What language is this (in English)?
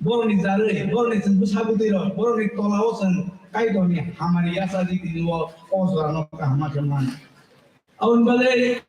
Kok Borok